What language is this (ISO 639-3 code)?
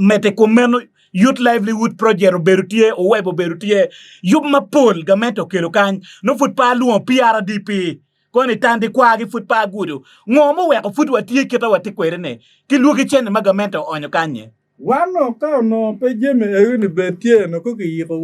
ach